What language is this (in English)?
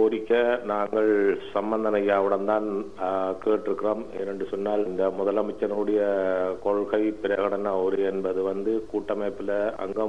Tamil